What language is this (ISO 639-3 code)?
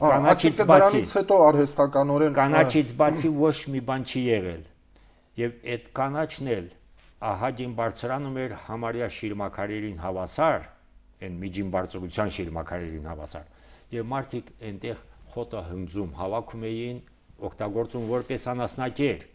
hye